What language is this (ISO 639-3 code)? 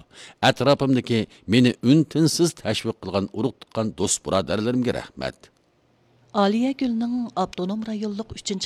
uig